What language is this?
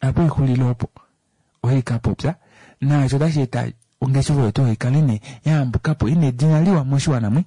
Kuanyama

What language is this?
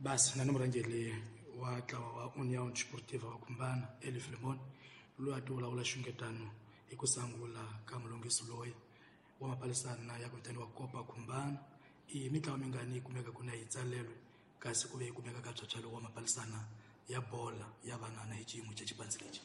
Tsonga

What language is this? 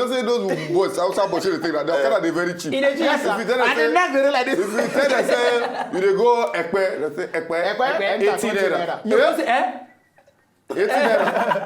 Nigerian Pidgin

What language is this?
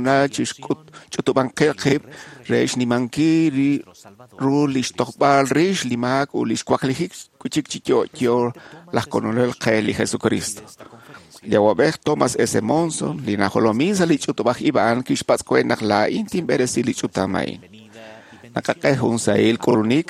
Kekchí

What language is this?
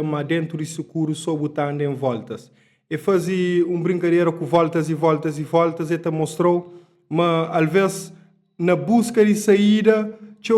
Kabuverdianu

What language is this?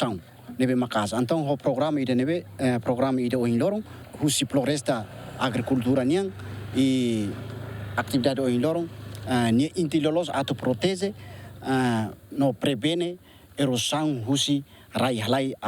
Tetum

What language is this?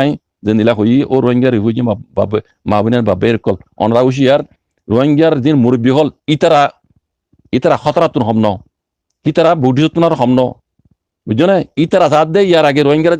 Rohingya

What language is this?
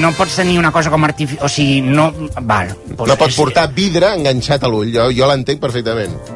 Catalan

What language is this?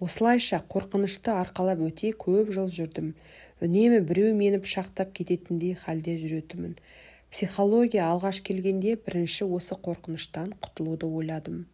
Kazakh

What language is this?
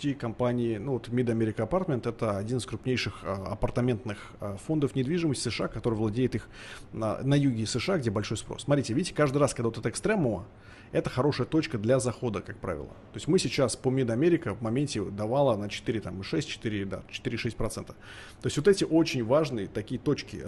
Russian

